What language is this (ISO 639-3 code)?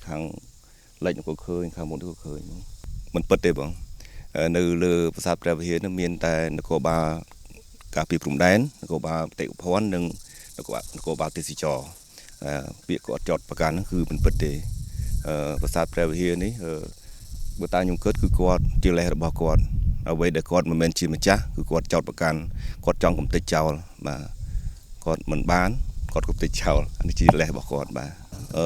khm